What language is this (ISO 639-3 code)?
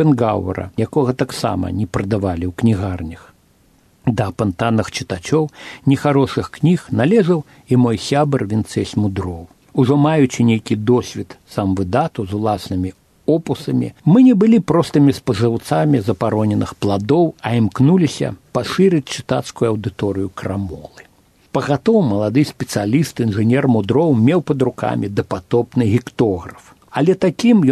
bel